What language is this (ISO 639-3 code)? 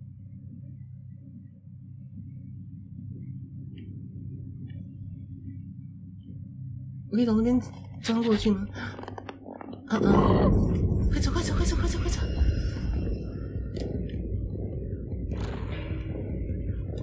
zho